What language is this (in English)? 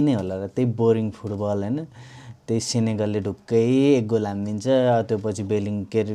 Nepali